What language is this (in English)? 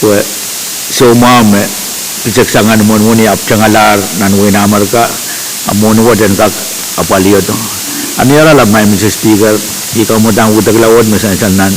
Pohnpeian